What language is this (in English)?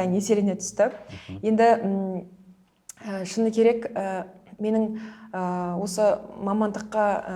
Kazakh